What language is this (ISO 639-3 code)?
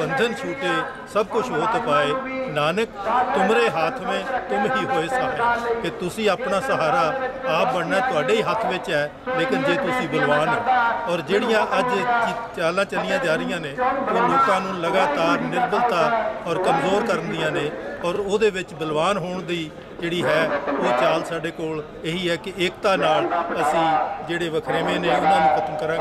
pan